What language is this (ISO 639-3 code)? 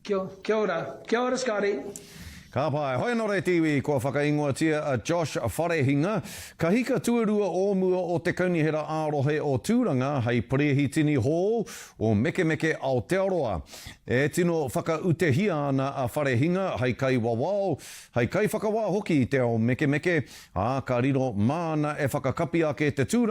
mri